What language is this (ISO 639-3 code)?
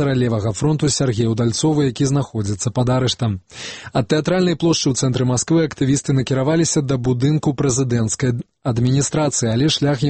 bel